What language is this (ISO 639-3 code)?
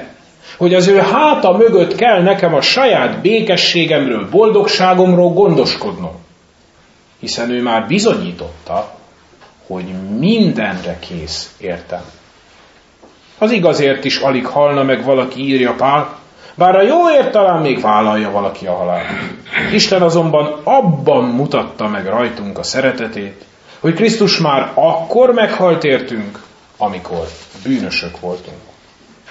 hun